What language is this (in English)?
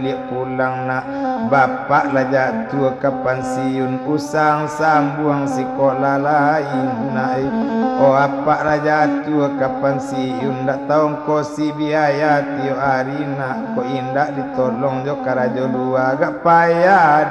Minangkabau